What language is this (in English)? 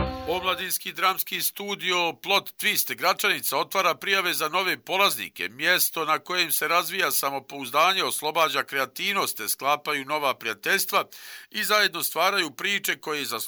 Bosnian